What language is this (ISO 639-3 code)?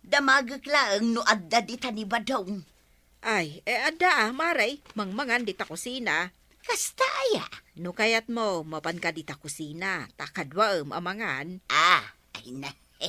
ilo